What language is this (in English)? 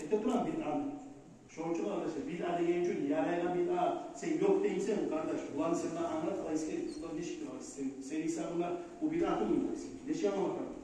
Kumyk